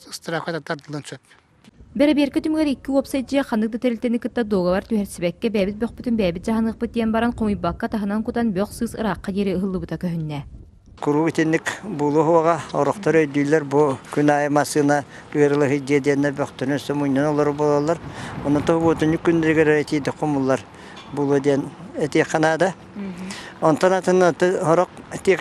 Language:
Yakut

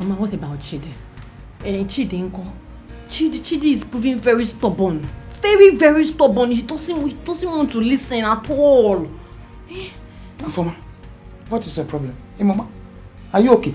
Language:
Nigerian Pidgin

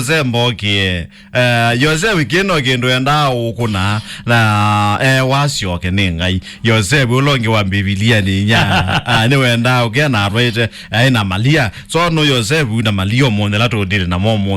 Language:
Kamba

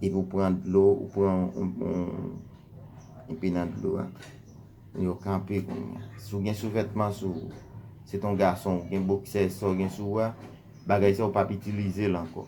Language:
Haitian Creole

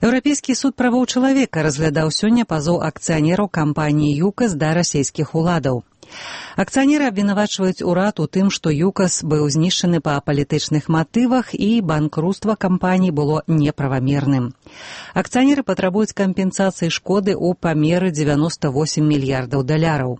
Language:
Belarusian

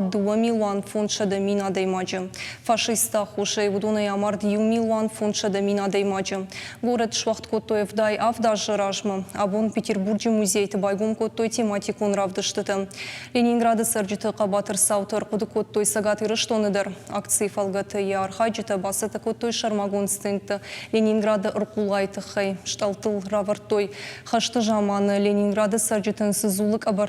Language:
Ossetic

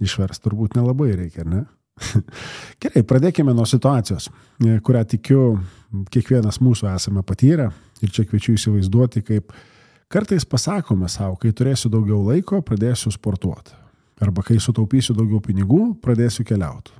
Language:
Lithuanian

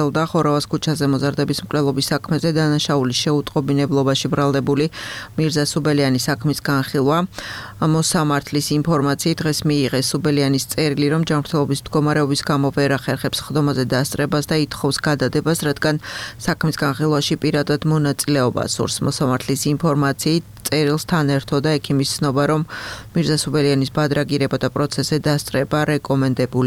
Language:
Georgian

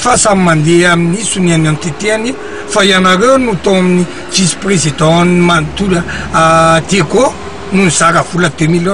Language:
Malagasy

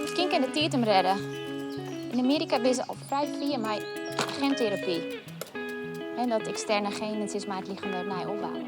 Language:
Western Frisian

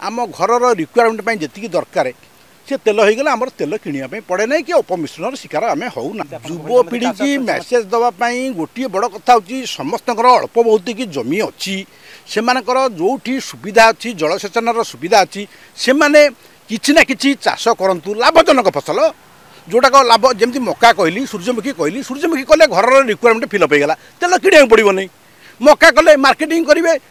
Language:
Odia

